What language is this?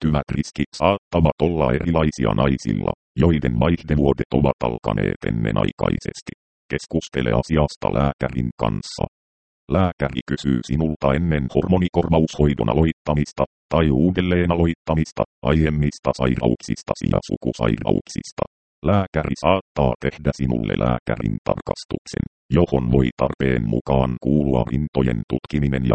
Finnish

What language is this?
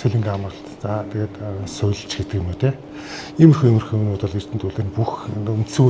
Mongolian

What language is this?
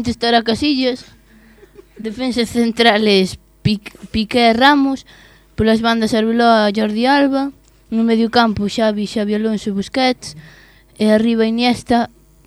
Galician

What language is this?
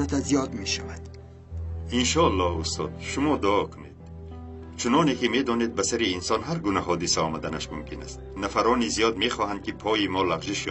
Tajik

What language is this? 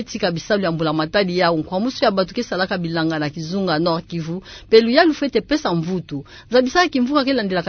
Kituba (Democratic Republic of Congo)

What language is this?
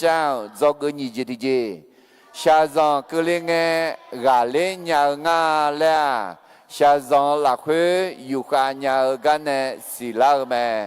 Akha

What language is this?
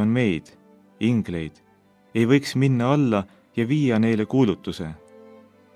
Estonian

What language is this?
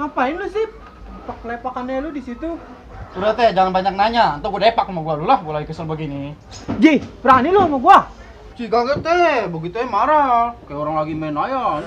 Betawi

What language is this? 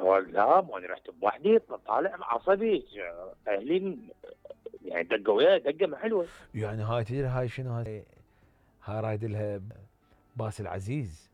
Mesopotamian Arabic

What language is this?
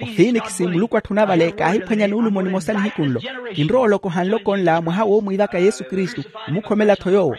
Makhuwa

